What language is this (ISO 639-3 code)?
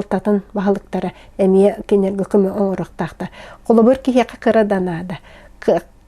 sah